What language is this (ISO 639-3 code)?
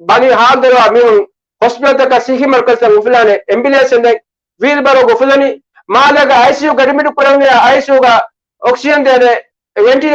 div